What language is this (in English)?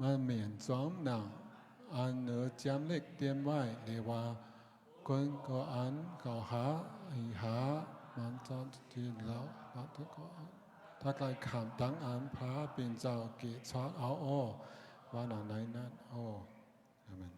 Shan